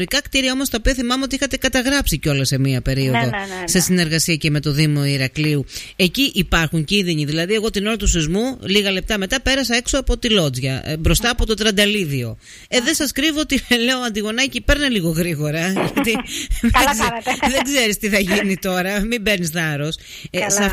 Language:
Greek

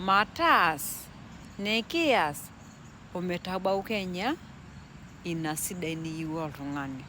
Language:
Masai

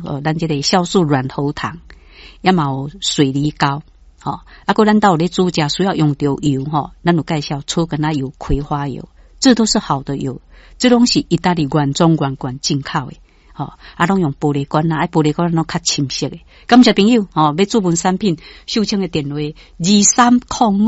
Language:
Min Nan Chinese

